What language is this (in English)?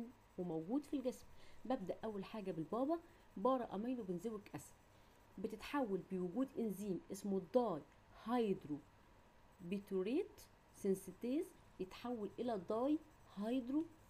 Egyptian Arabic